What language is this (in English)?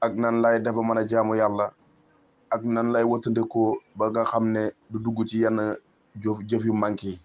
Wolof